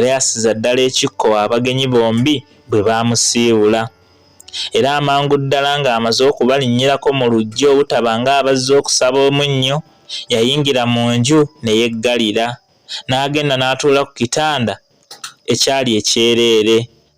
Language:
Ganda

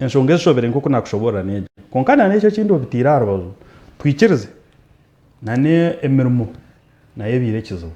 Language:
Nyankole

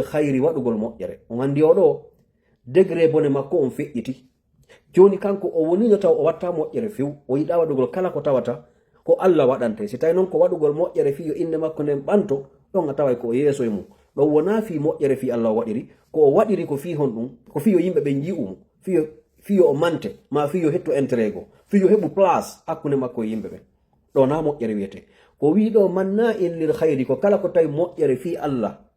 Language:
Fula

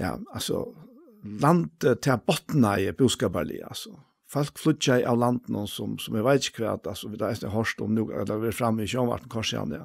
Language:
Faroese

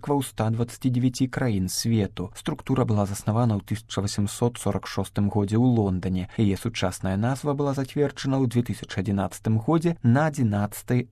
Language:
Belarusian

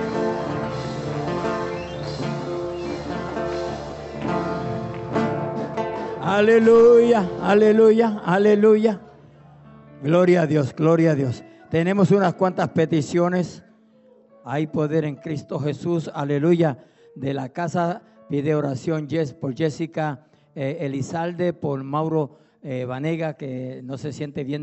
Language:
Spanish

